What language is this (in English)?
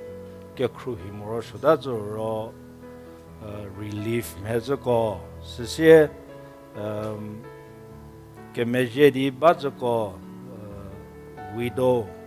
Angami Naga